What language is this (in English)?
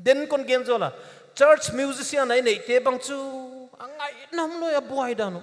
Paite Chin